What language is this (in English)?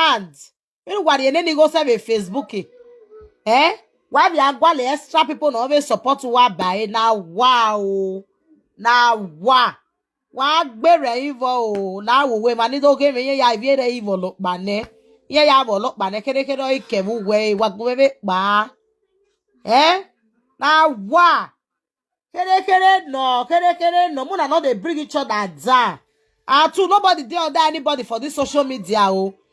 Nigerian Pidgin